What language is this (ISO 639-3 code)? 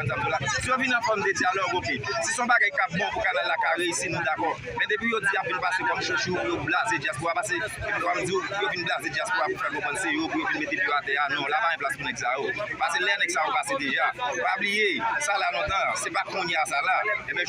hat